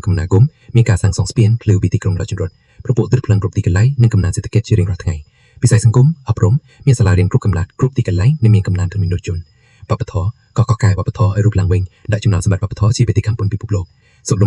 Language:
Khmer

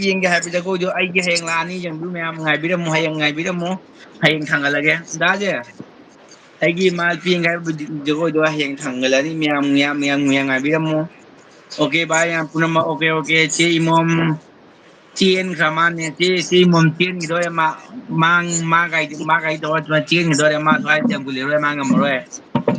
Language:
Manipuri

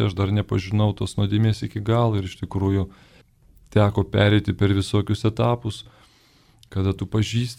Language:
Lithuanian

